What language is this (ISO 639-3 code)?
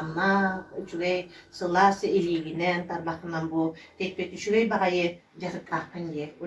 sah